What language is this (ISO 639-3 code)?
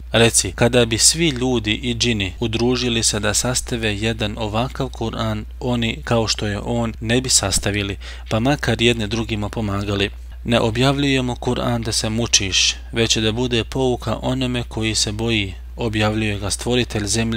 bos